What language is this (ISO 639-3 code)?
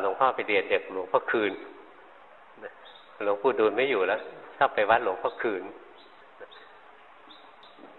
tha